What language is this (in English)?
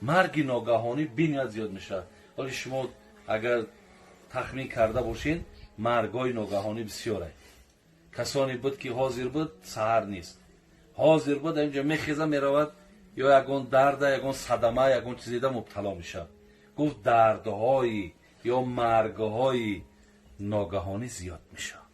Tajik